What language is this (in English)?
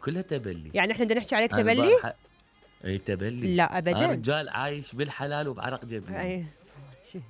Mesopotamian Arabic